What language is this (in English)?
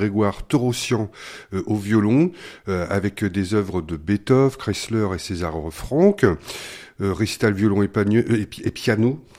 French